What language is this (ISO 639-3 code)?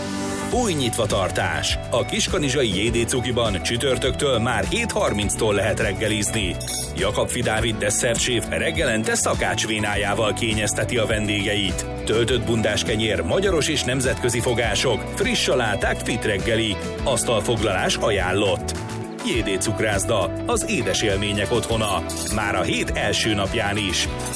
hun